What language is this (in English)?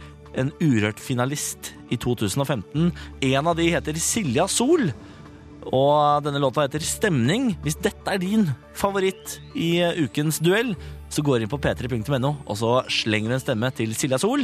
Norwegian